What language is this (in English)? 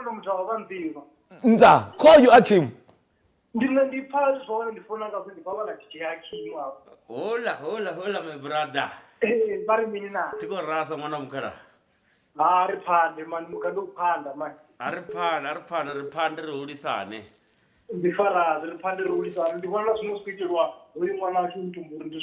Venda